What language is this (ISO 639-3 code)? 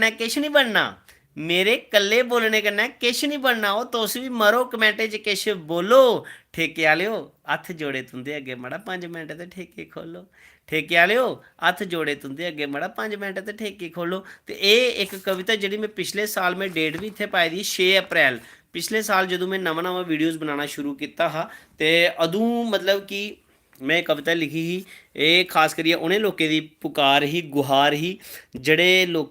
doi